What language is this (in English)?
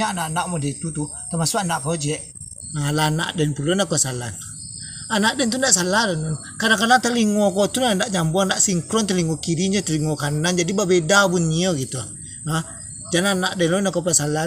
Minangkabau